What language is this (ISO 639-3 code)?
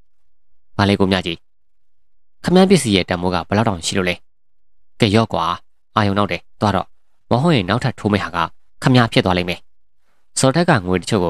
mya